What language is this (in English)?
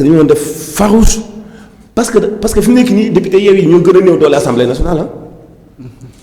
Wolof